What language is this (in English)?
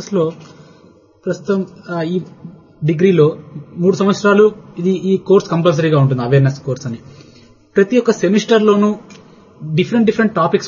Telugu